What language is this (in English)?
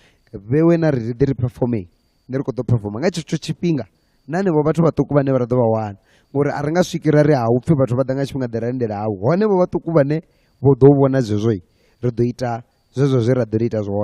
Venda